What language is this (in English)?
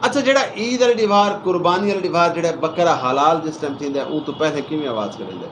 Saraiki